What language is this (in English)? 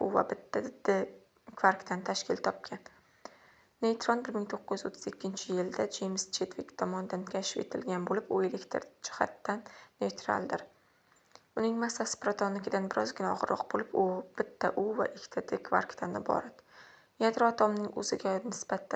Uzbek